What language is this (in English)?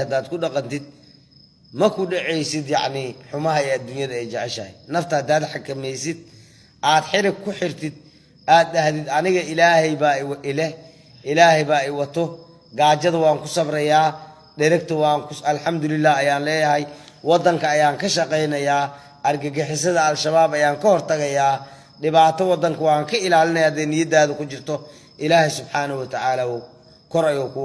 Somali